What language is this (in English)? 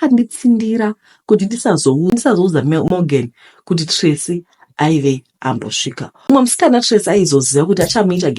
Shona